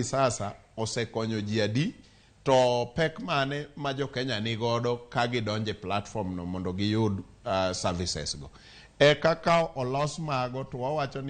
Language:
Luo (Kenya and Tanzania)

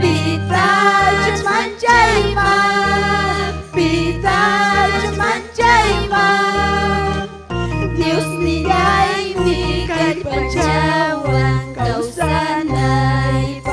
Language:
Ayacucho Quechua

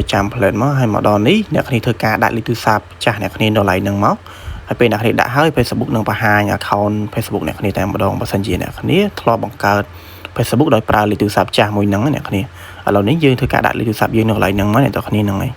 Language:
Khmer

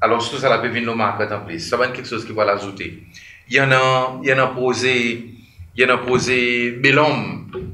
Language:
Seselwa Creole French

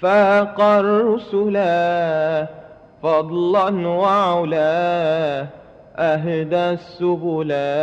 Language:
Madurese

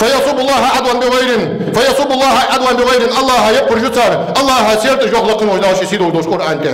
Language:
Ingush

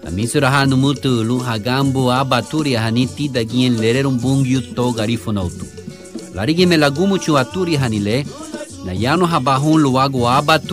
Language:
Garifuna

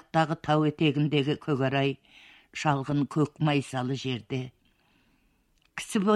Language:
Kazakh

